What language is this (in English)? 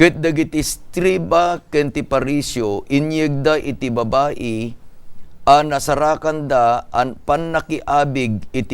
Iloko